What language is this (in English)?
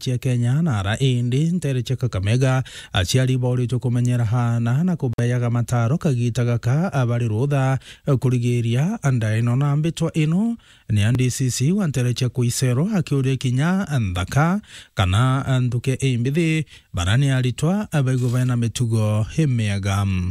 Meru